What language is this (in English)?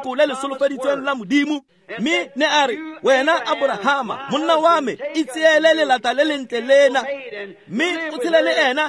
Tswana